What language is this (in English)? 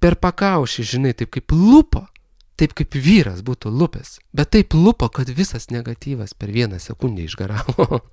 Lithuanian